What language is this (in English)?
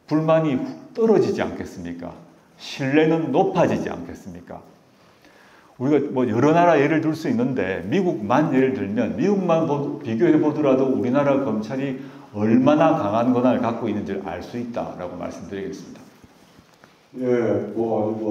Korean